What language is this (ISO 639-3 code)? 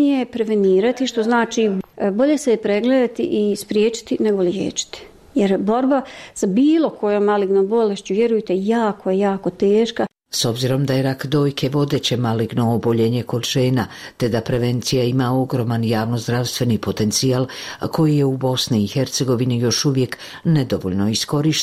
bos